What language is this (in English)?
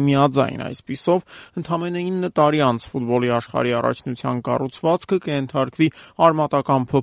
Armenian